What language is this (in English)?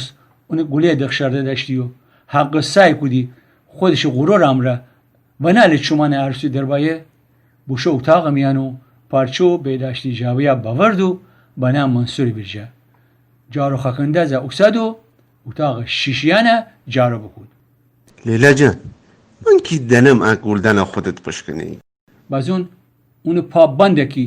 Gilaki